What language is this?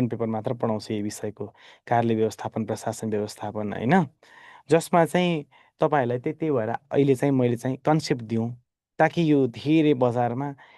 Nepali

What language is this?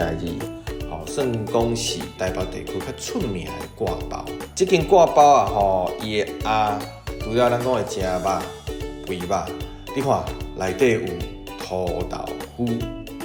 Min Nan Chinese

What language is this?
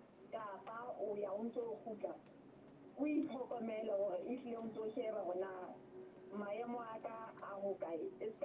Southern Sotho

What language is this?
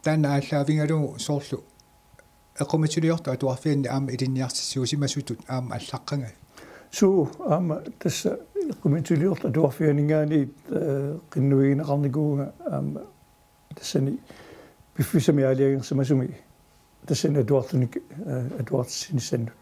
Kalaallisut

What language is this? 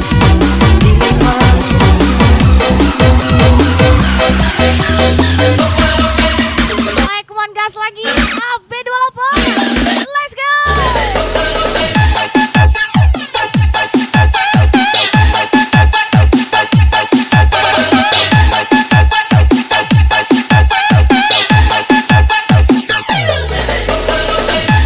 Indonesian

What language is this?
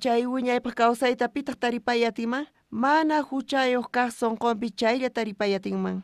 South Bolivian Quechua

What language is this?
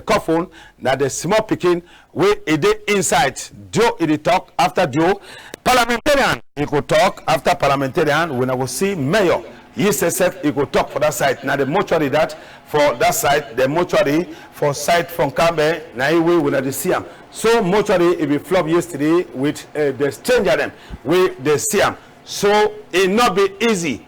Cameroon Pidgin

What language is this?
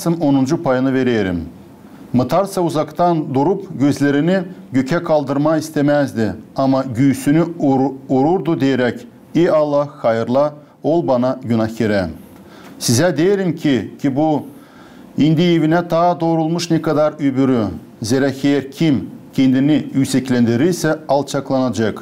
Gagauz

